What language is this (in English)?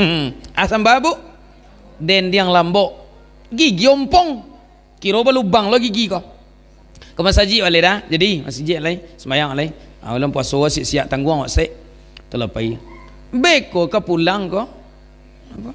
Minangkabau